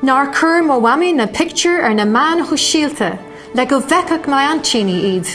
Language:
Irish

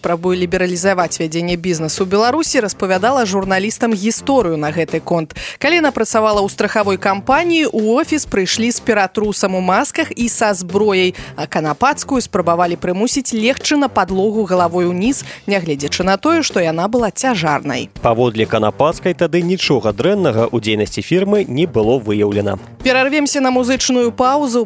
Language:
Belarusian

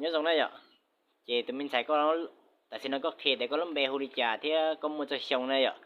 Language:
Hmong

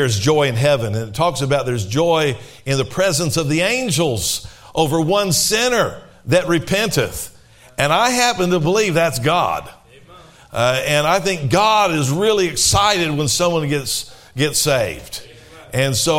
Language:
English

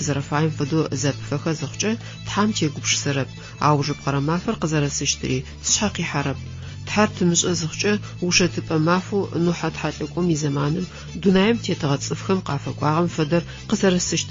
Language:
Adyghe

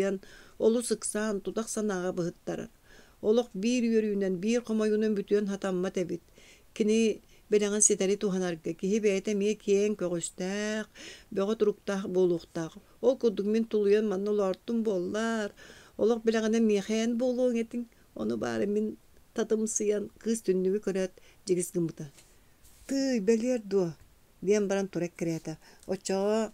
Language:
Yakut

